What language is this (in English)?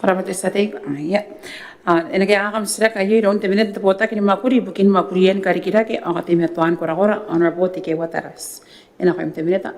Gilbertese